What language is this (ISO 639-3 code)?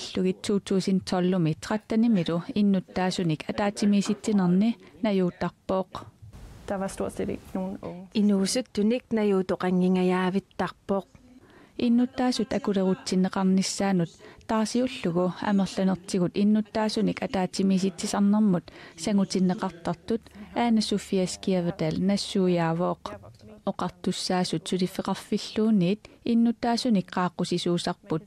kal